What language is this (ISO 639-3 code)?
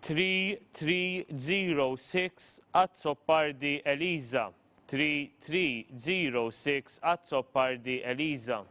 eng